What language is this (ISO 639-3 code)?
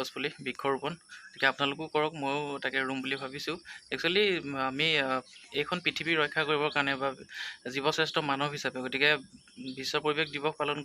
asm